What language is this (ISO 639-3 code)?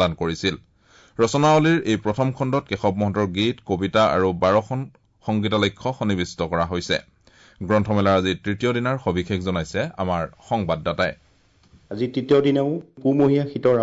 asm